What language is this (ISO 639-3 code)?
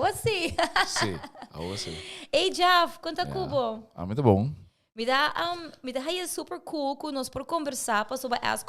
pap